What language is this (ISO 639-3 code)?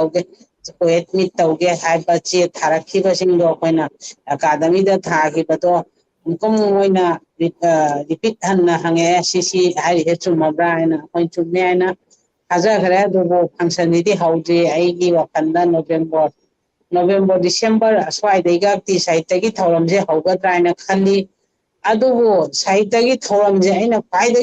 mni